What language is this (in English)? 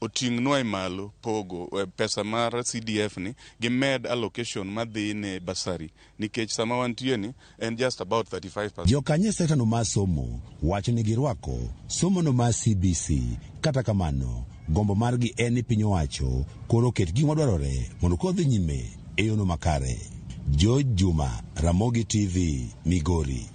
Luo (Kenya and Tanzania)